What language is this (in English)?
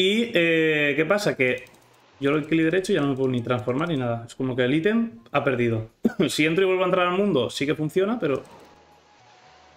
Spanish